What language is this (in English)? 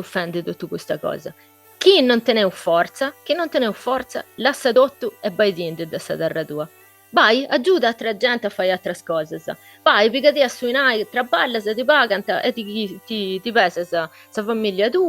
Sardinian